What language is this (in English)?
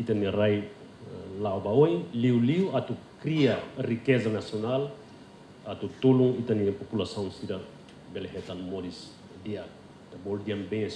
Tetum